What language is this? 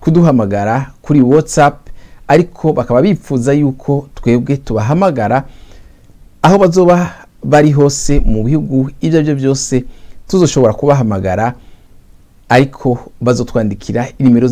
Rundi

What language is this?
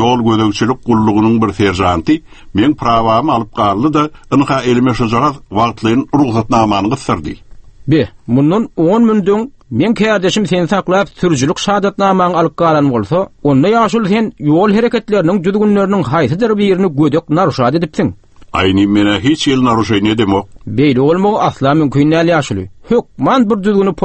Turkmen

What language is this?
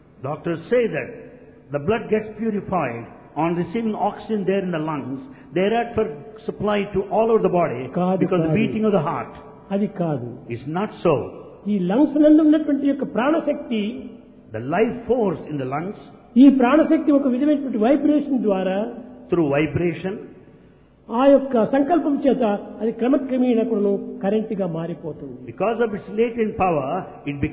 Telugu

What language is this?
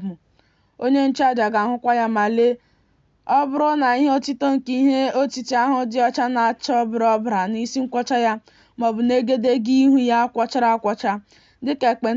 Igbo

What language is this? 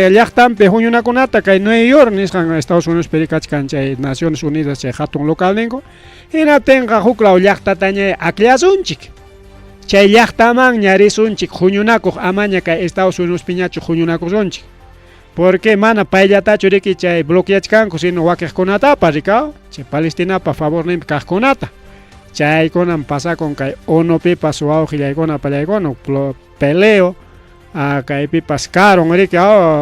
Ayacucho Quechua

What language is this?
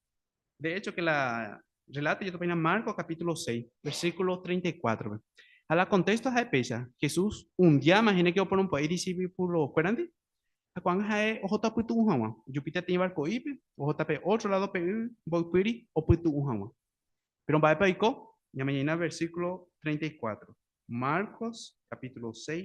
Guarani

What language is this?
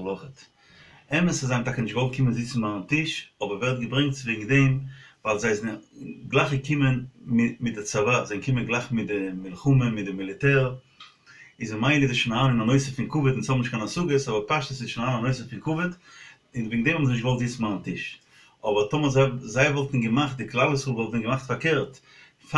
Yiddish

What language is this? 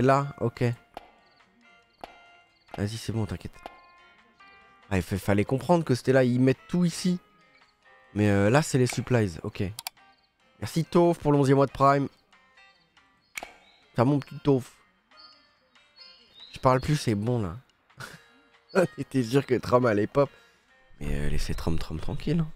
French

